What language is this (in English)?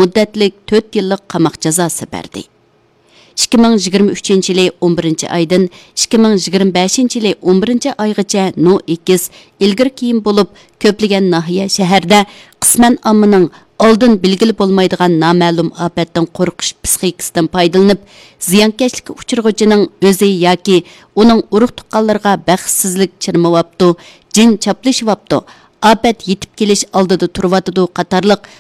Uyghur